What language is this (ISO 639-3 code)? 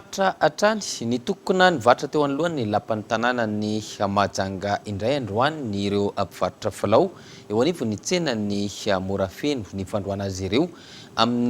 mlg